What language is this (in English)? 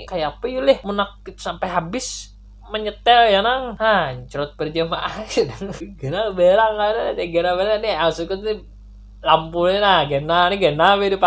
Banjar